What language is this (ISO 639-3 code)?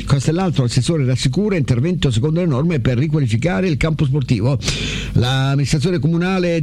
ita